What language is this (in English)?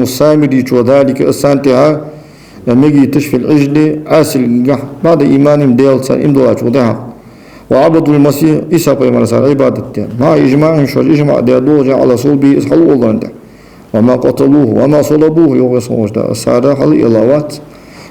Ingush